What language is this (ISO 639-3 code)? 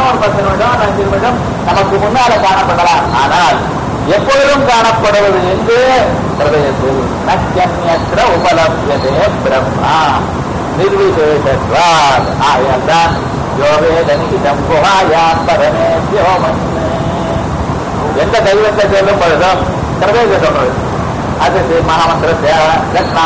tam